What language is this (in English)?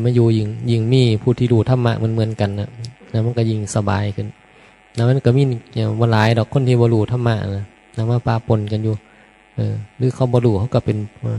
Northeastern Thai